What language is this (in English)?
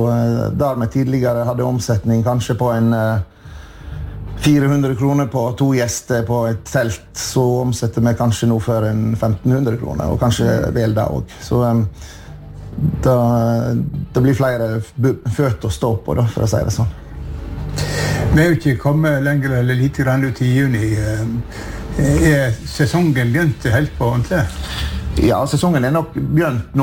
Norwegian